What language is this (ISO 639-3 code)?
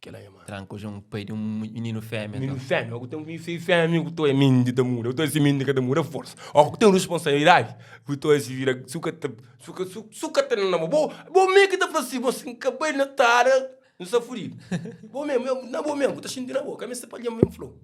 kea